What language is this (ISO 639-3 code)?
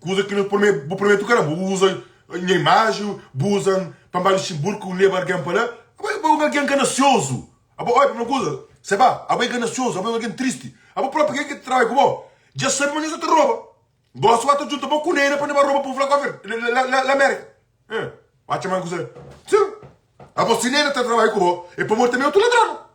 kea